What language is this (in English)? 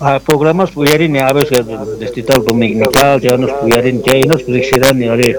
Quechua